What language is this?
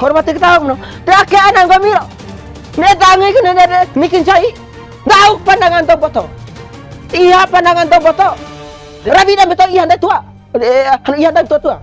Bima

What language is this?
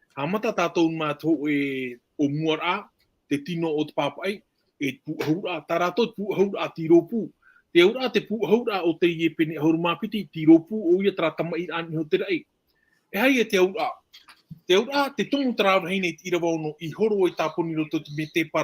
Tahitian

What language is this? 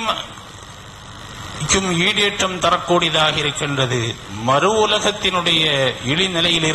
Tamil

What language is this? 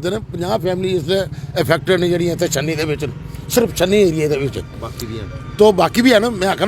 Dogri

